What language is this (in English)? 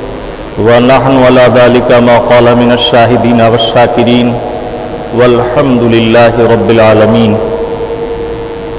Urdu